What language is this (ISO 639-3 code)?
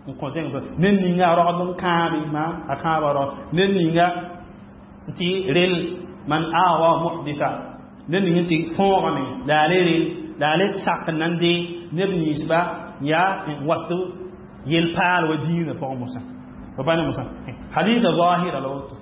mos